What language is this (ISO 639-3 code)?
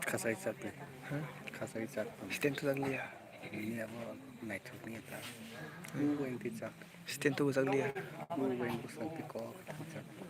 trp